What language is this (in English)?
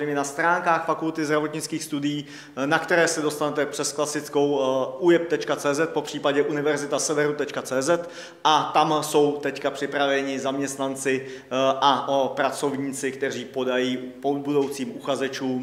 Czech